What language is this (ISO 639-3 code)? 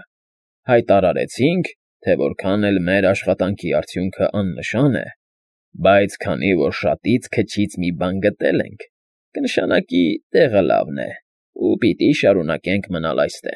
hye